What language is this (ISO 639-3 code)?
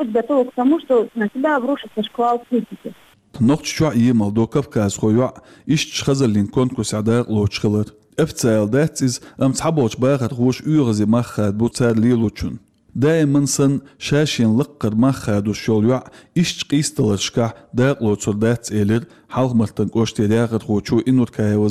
che